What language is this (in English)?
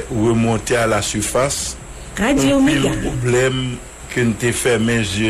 Haitian Creole